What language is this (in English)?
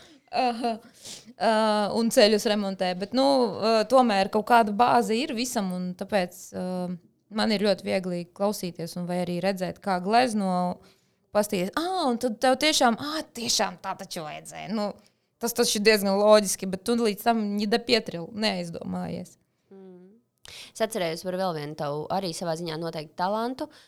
Latvian